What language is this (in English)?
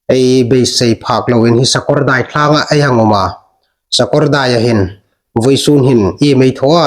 Hmar